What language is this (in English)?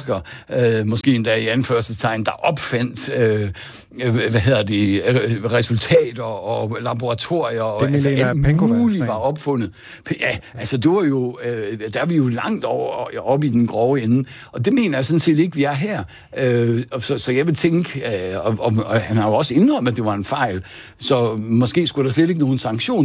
Danish